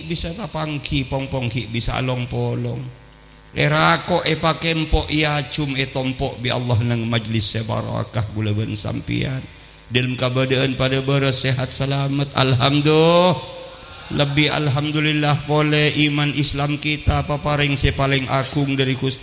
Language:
Madurese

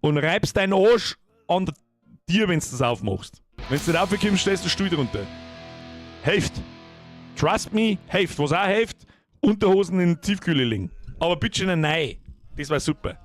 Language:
Bavarian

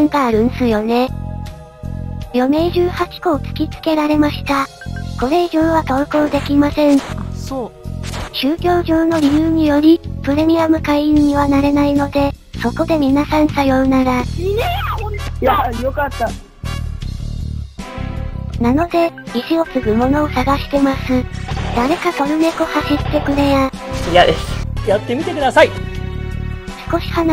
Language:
Japanese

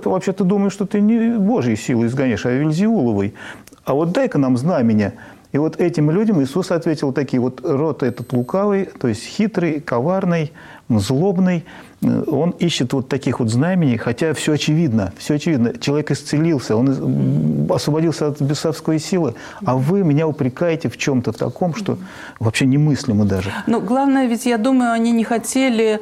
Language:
Russian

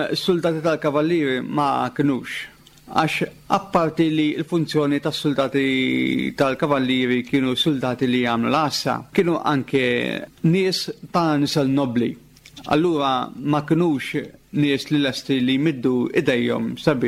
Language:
Maltese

